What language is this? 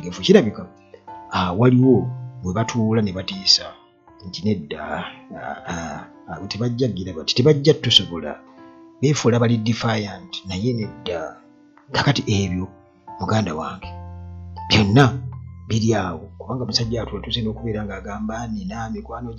Ganda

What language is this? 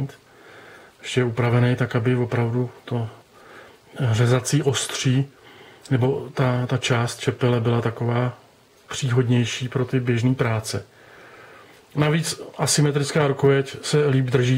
Czech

